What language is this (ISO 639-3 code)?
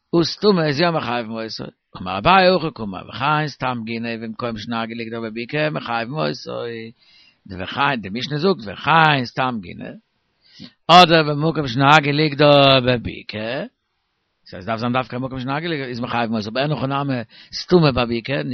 yid